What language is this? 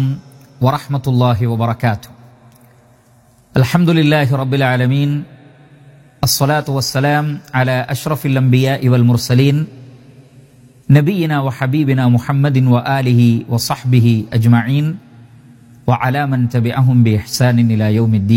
Malayalam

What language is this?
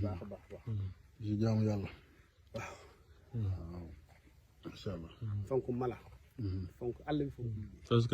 Wolof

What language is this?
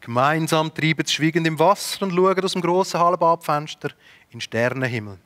Swiss German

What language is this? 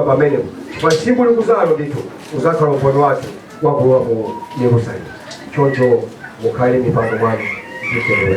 Nyanja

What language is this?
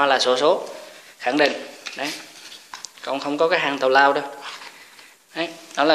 Vietnamese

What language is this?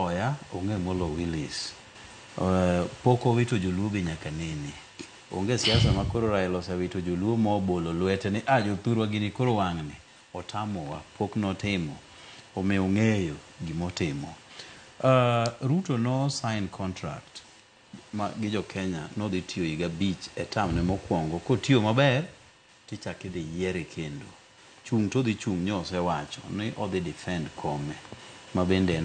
Luo (Kenya and Tanzania)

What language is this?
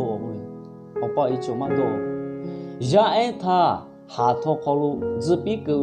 Lahu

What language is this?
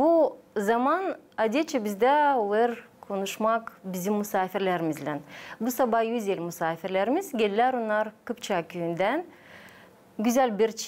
Gagauz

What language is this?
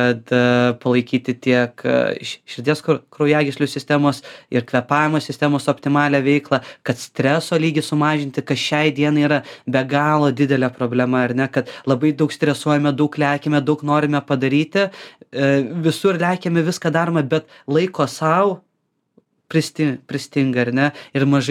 Lithuanian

